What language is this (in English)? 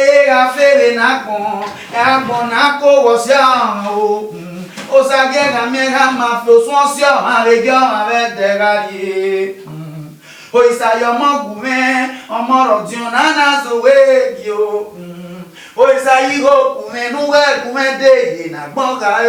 Bini